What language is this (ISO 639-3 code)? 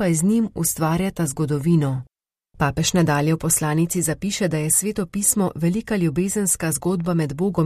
slv